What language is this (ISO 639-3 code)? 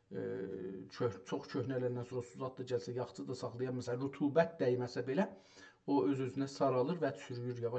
azb